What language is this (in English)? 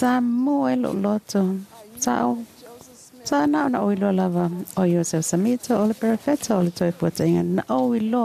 Samoan